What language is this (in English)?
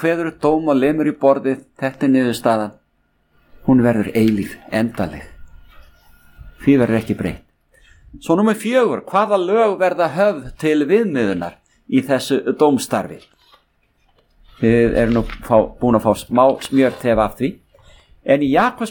Icelandic